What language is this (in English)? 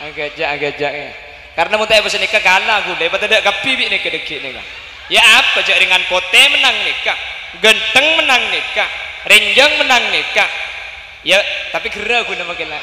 Madurese